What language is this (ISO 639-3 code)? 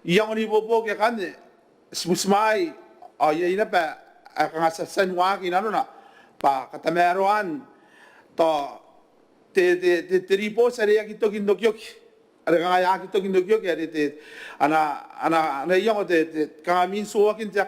gil